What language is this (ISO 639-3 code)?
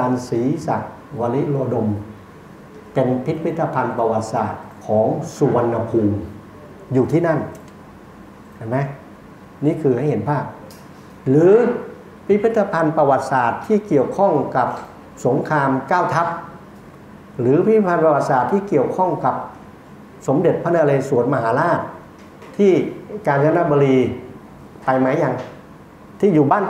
tha